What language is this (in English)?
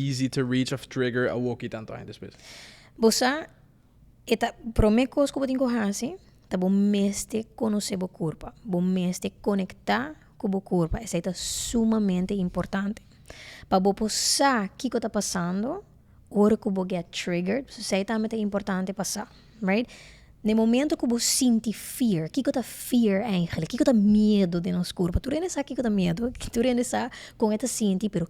Papiamento